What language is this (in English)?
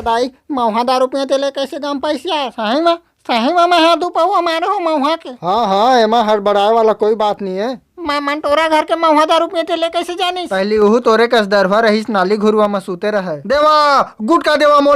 Chhattisgarhi